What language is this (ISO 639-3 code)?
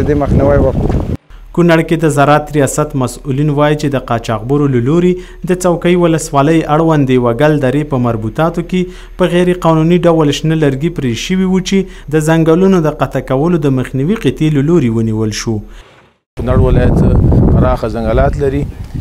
pus